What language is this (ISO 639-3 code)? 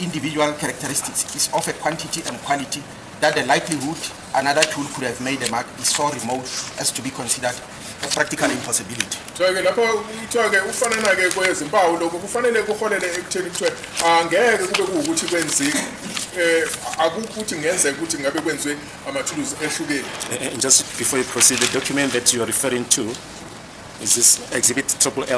zul